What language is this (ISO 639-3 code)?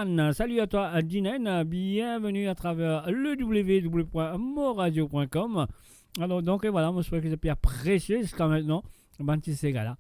mfe